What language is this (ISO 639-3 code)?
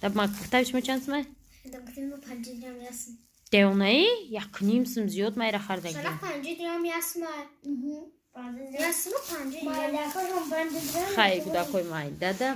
tgk